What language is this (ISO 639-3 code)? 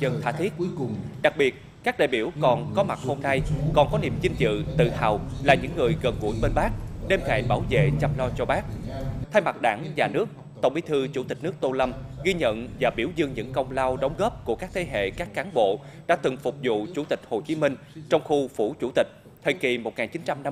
vie